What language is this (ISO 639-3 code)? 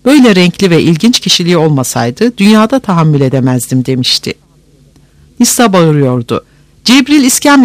tur